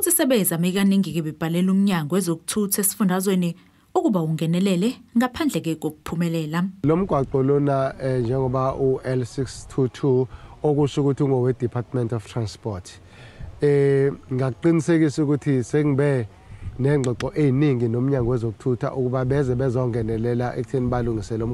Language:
Zulu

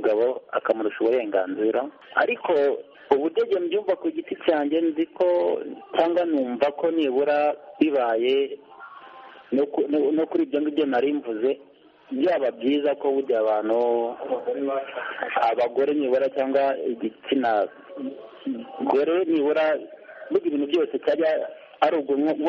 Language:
Kinyarwanda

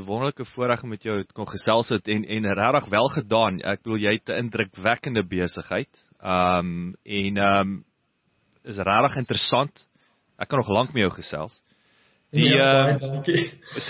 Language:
Afrikaans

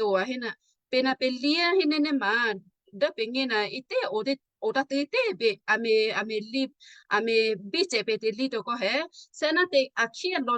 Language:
Western Kayah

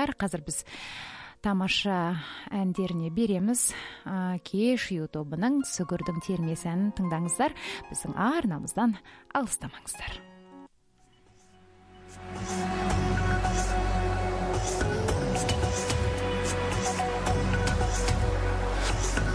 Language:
Kazakh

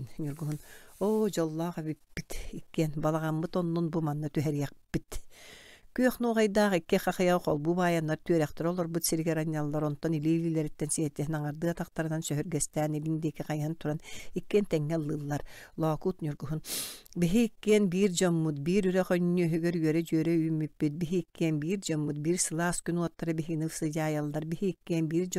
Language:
Yakut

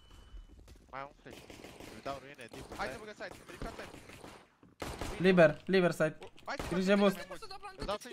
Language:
Romanian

